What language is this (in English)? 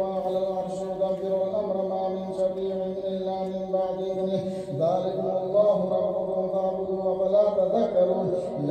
Arabic